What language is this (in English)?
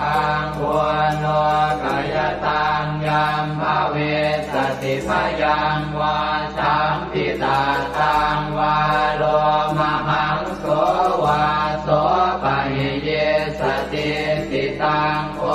Pali